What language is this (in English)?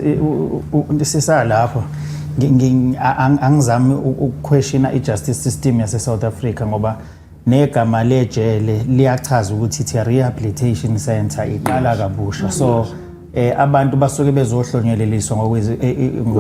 Zulu